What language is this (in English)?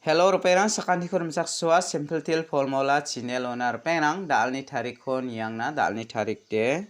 Garo